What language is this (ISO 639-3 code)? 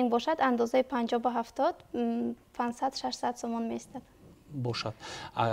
tgk